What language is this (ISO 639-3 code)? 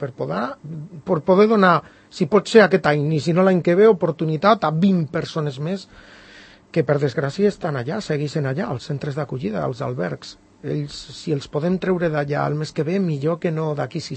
cat